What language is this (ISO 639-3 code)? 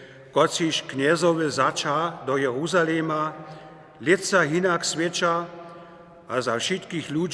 hsb